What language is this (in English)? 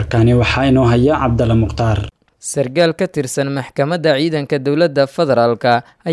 Somali